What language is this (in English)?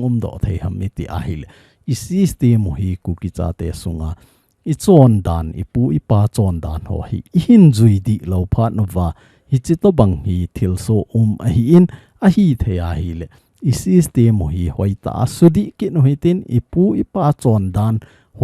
Thado Chin